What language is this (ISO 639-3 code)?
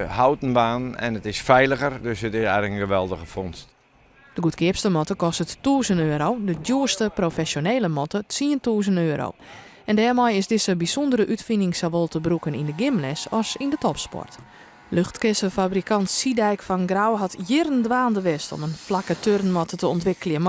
fry